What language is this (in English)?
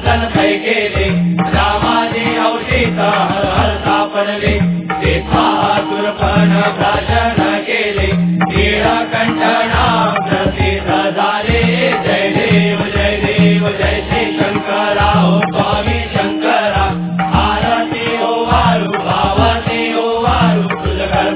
Marathi